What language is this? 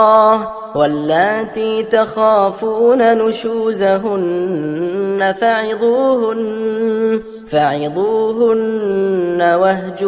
Arabic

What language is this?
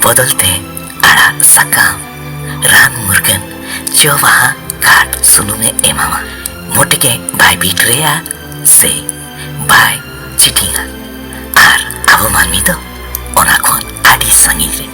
Santali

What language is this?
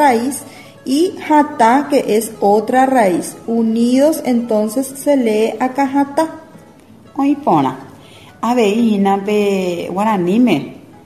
Guarani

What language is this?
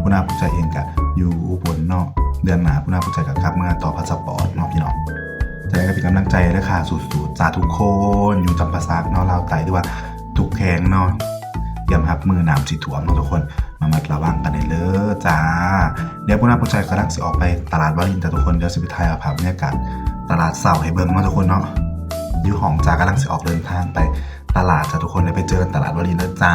Northeastern Thai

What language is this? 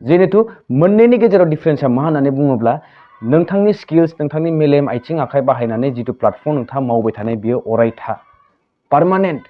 Bodo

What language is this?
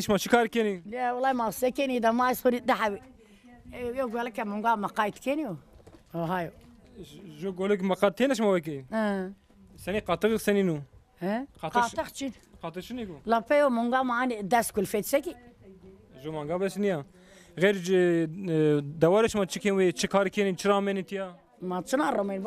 Zaza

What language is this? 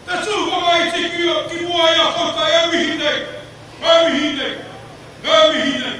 Māori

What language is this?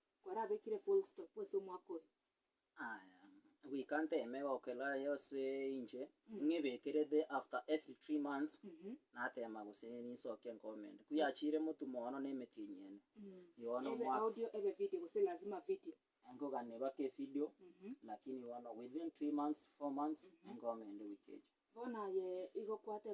Gusii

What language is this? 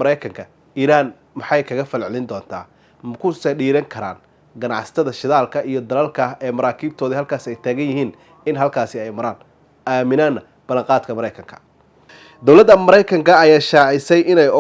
Somali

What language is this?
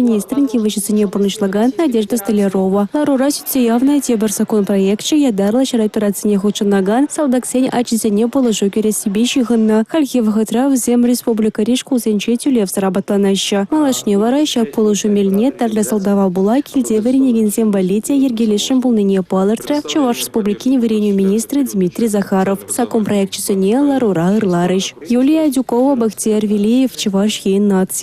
Chuvash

